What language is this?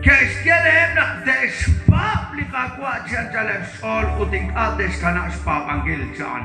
Kekchí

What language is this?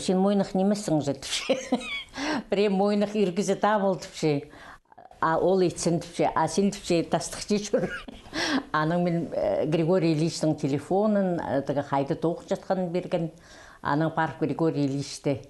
Khakas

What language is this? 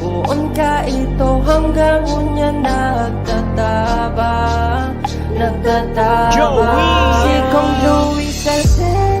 Bikol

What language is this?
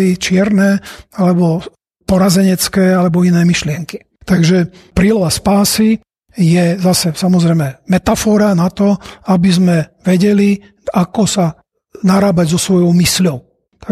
Slovak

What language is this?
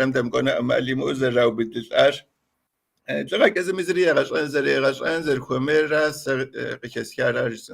Kabardian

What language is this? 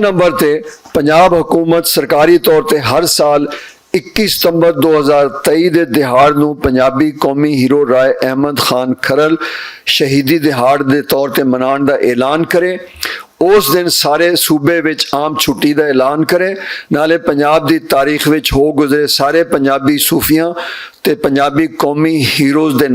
Western Panjabi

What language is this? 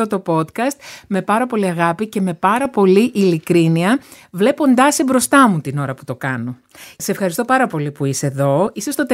Greek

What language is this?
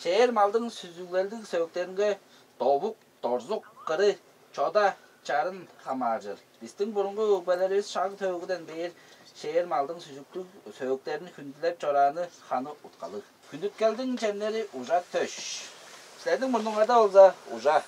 Tuvinian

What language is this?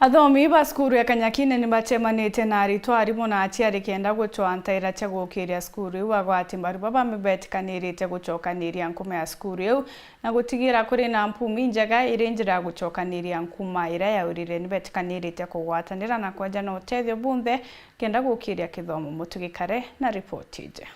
Meru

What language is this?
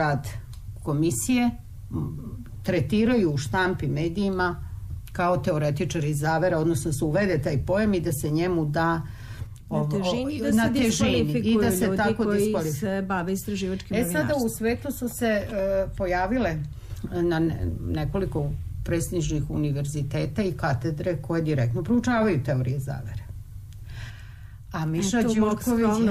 Serbian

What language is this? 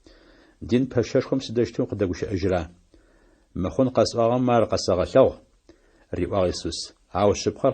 Adyghe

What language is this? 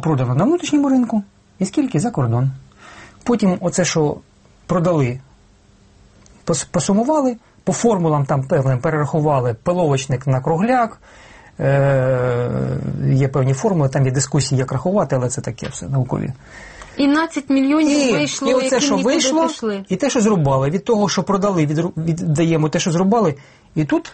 Ukrainian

